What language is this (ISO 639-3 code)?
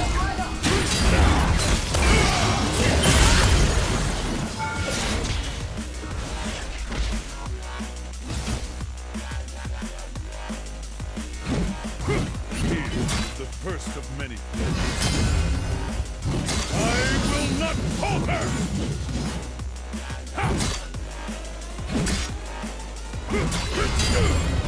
eng